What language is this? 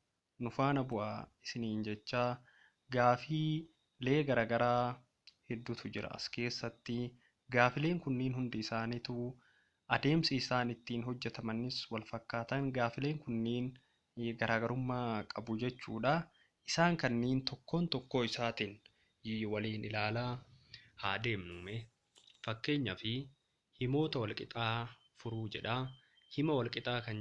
Oromo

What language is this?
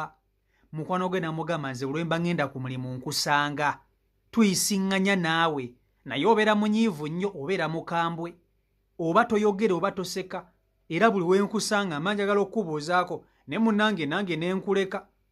Ganda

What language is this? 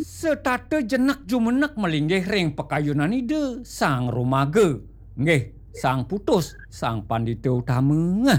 Balinese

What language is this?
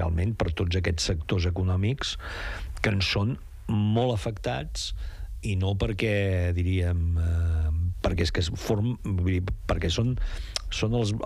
Catalan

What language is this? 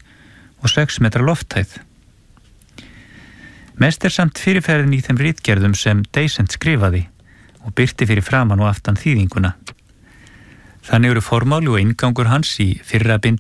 Icelandic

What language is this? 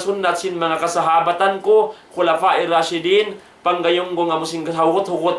Tausug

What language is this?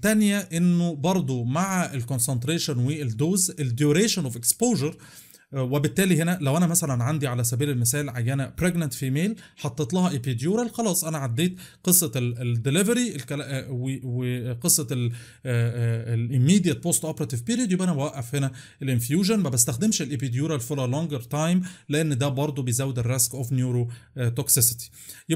Egyptian Arabic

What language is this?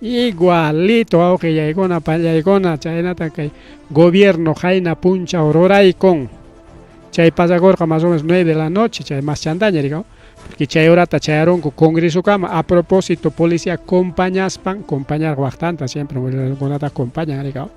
Ayacucho Quechua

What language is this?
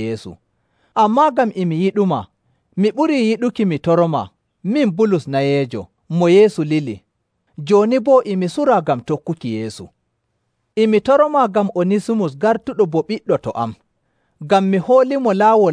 Nigerian Fulfulde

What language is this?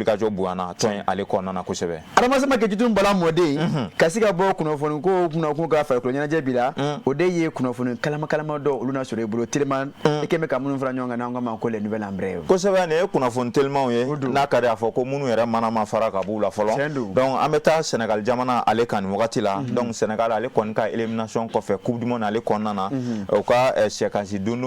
Bambara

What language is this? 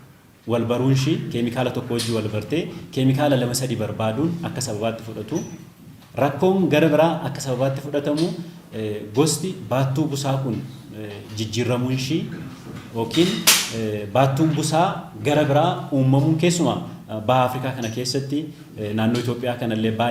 Oromo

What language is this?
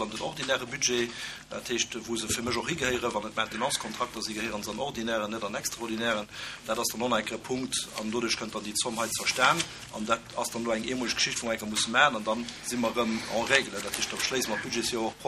Luxembourgish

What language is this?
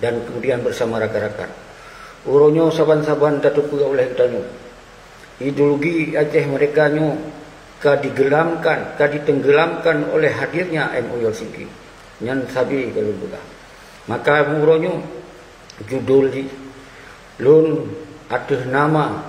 Achinese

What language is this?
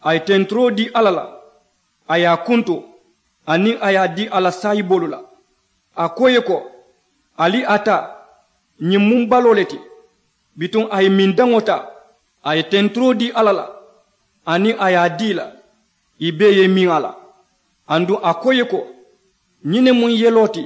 Mandingo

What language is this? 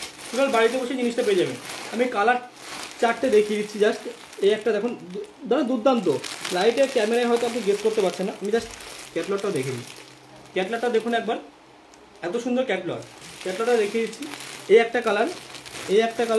Bangla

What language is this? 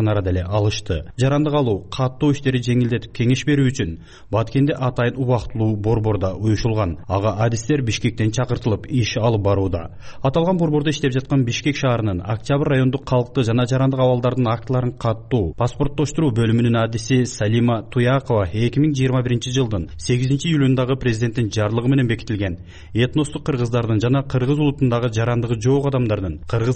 Kyrgyz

